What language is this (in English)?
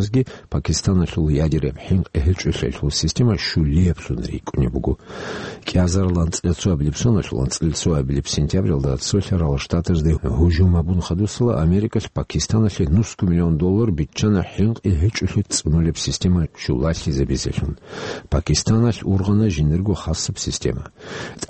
Avaric